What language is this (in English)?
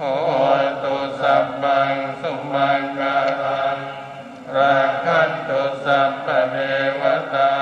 Pali